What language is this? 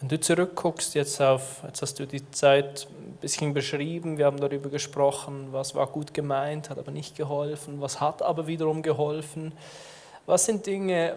Swiss German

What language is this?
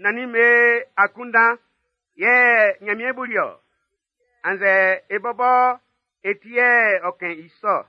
Baoulé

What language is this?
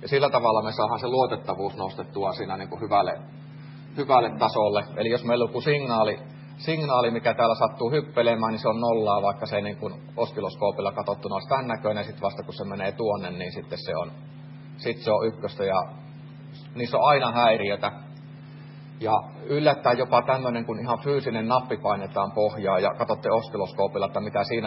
Finnish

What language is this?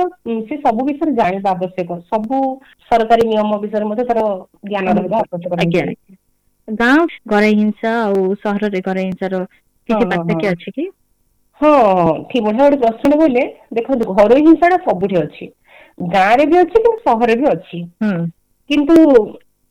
Odia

